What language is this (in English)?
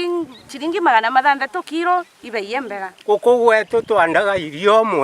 Meru